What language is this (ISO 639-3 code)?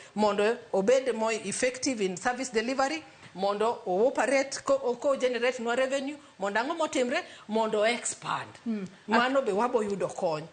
luo